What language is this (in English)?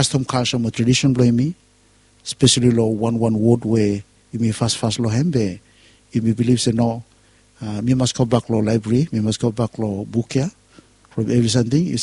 Bislama